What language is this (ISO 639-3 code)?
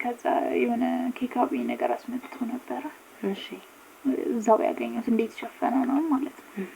amh